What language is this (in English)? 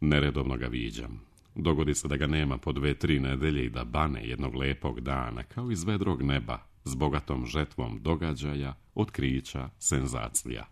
Serbian